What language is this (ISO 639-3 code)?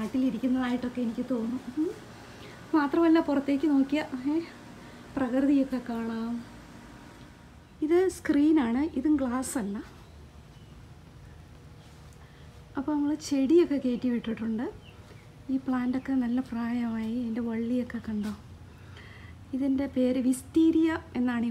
mal